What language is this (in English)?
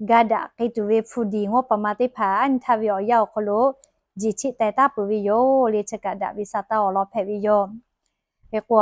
Lahu